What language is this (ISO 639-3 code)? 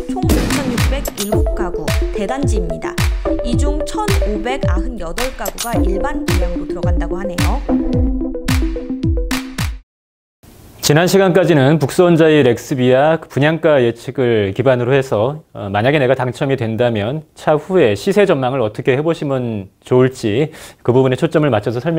kor